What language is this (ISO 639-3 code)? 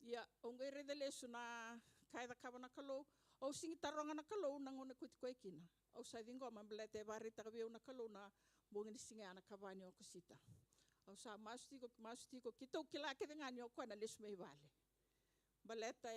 fij